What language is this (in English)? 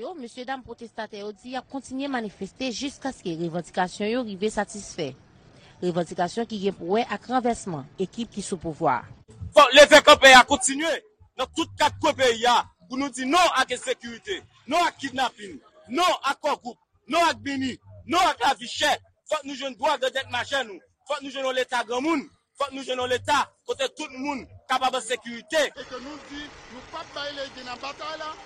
Haitian Creole